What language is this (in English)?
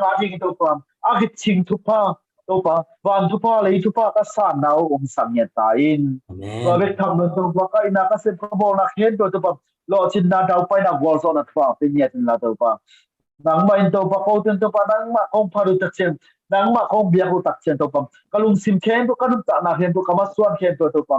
Tedim Chin